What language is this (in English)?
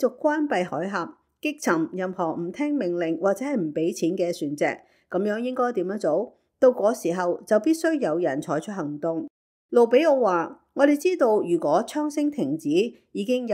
Cantonese